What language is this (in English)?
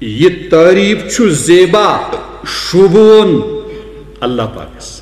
Kashmiri